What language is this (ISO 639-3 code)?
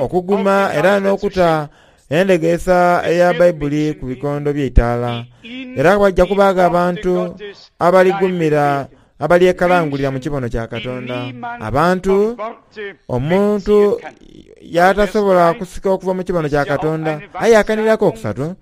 xog